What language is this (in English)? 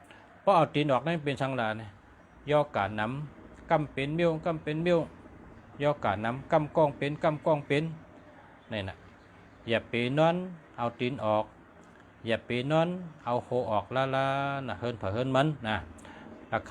Shan